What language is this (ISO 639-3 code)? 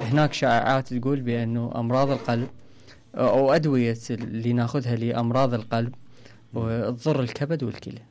acm